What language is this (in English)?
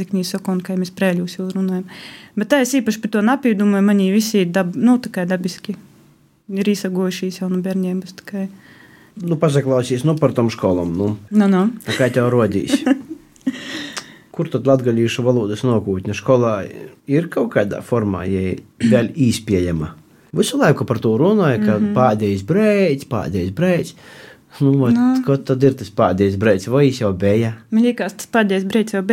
Latvian